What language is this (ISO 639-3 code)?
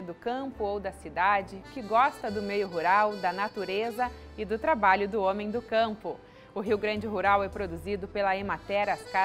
por